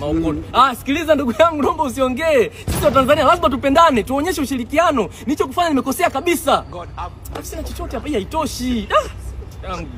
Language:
Swahili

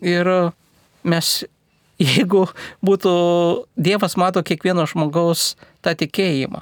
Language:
Lithuanian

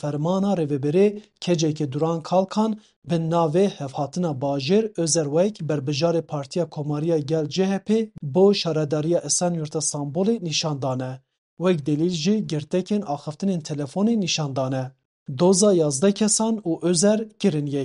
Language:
Kurdish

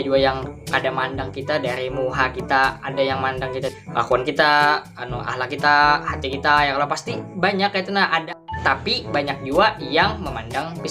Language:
Banjar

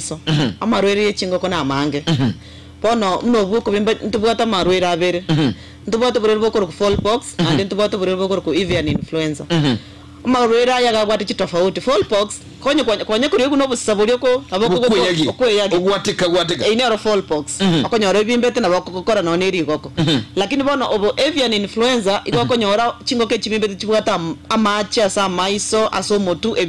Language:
Gusii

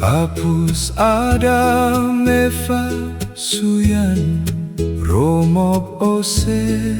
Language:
Biak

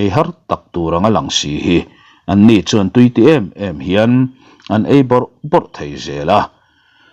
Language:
Mizo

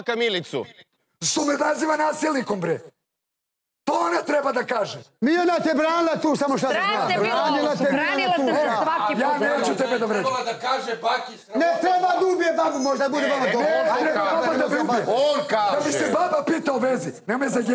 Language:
Serbian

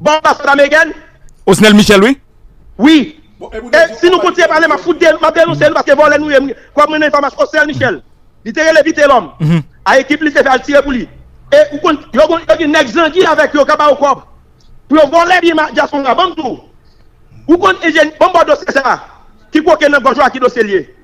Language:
Haitian Creole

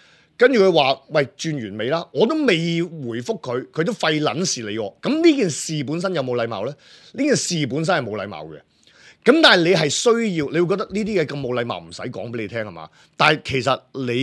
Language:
Cantonese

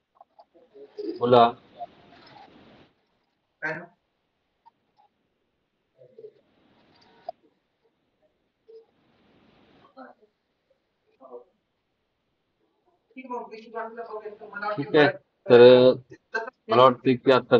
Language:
Marathi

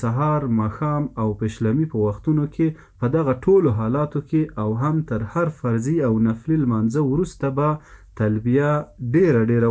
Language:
Pashto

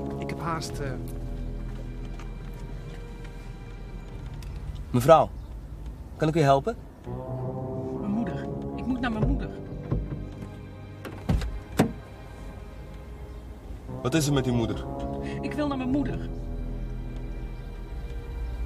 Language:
Dutch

